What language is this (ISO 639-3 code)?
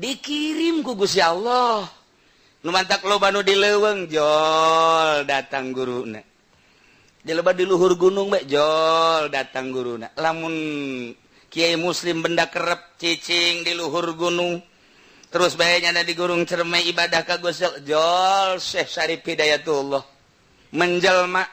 sun